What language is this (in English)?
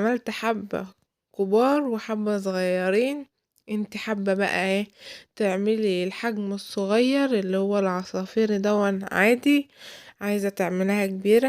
Egyptian Arabic